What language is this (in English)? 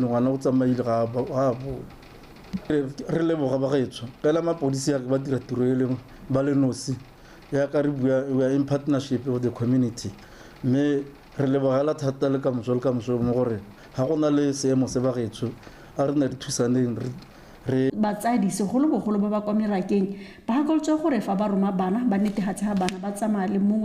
Tswana